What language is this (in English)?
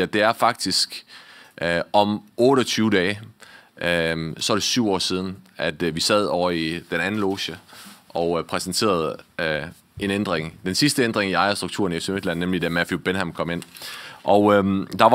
Danish